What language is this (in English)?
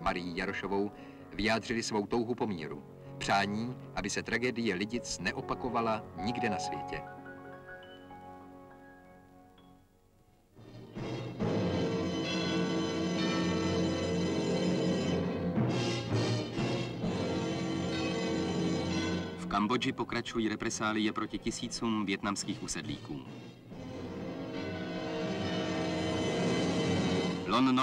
Czech